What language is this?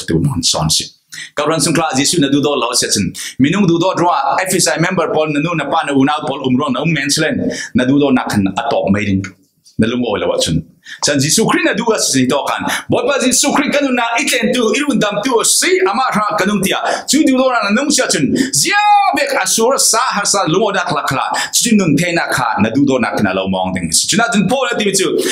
Falam Chin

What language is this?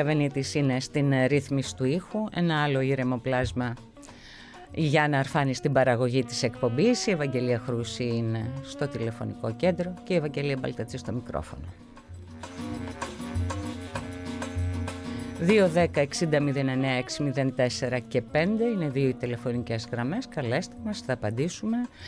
Greek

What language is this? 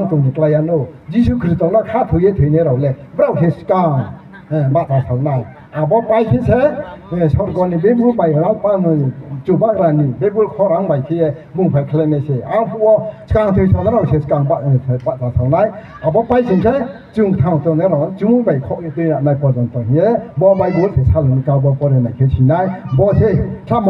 Riang (India)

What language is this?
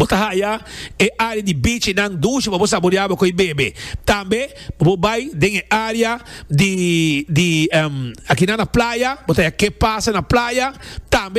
Papiamento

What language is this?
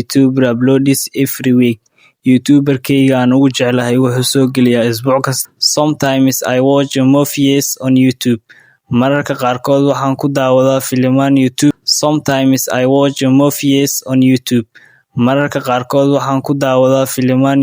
Somali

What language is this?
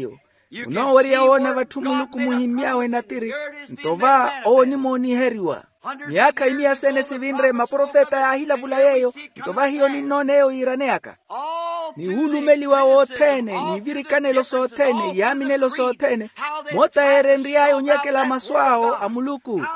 Makhuwa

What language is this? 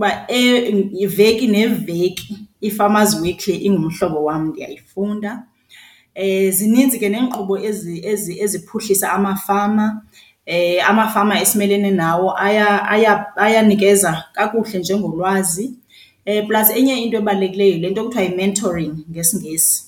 Xhosa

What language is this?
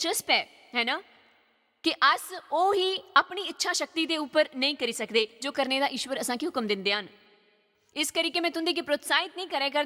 Dogri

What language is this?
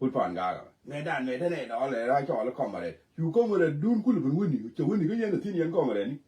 Nuer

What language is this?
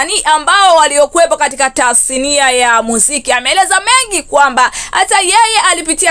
Swahili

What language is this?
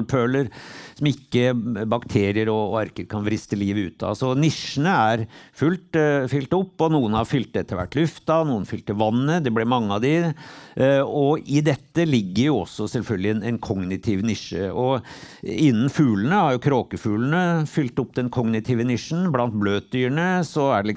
Norwegian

